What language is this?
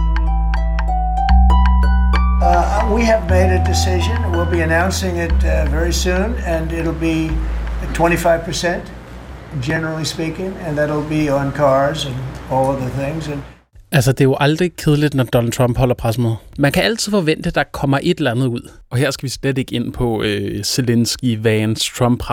Danish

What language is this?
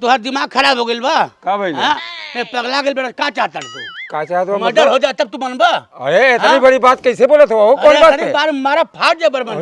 Bhojpuri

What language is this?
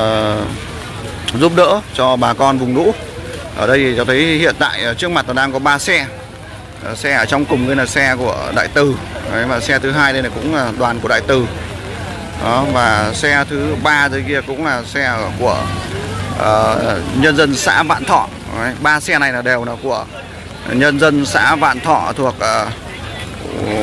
Vietnamese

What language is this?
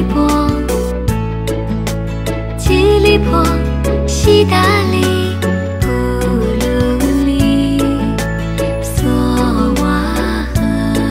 Chinese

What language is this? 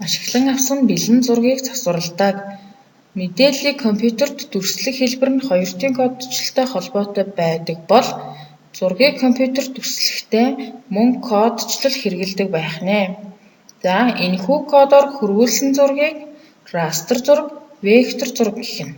Mongolian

